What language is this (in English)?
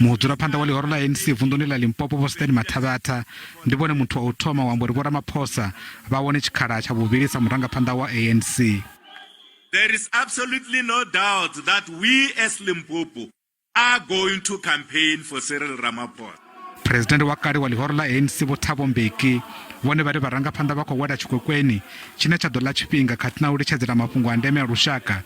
Venda